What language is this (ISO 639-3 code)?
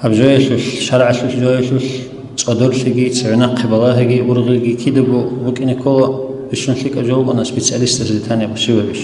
ava